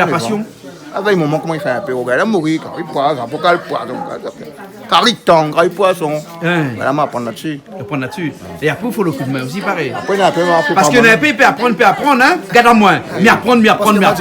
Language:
Réunion Creole French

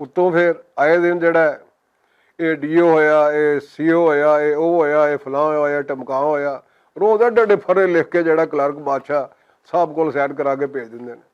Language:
Western Panjabi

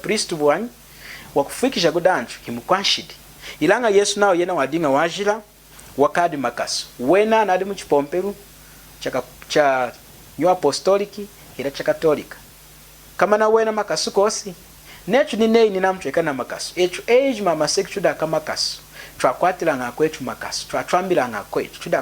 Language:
Lunda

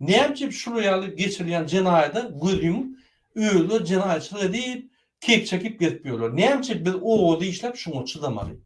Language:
Turkmen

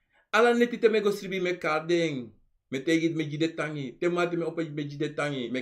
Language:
Sranan Tongo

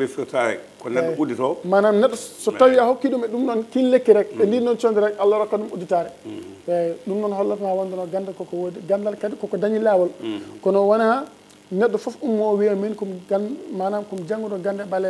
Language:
Fula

